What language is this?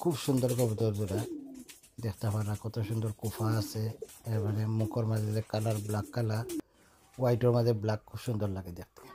Sylheti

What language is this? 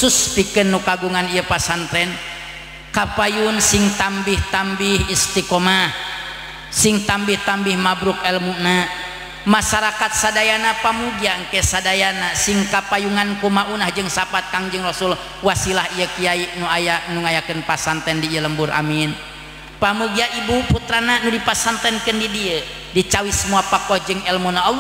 Sundanese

